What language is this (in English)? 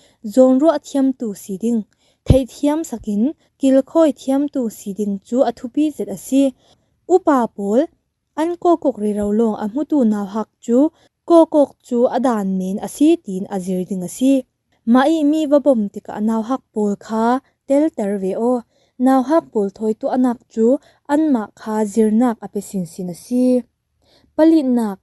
Falam Chin